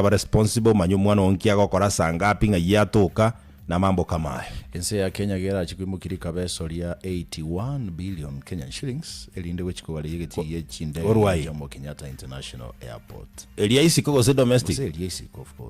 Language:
Gusii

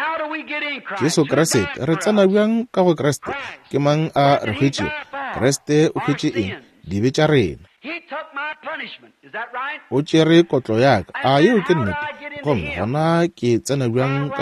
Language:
Northern Sotho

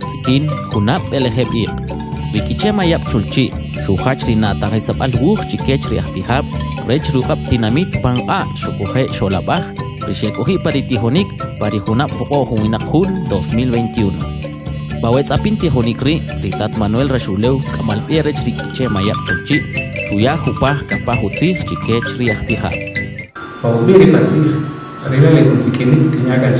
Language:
Kʼicheʼ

